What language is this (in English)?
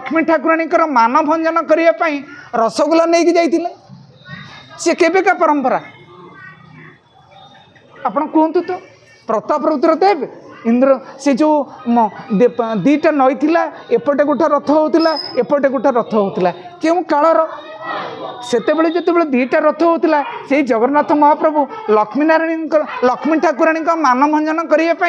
Odia